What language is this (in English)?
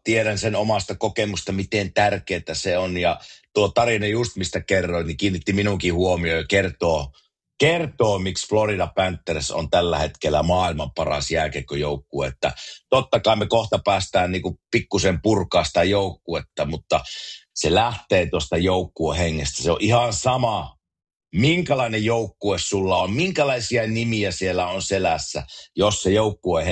Finnish